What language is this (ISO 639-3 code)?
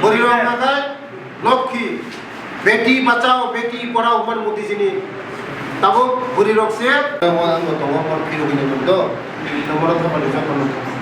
trp